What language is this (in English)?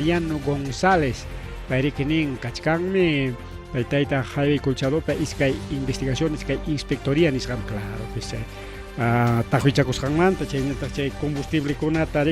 Ayacucho Quechua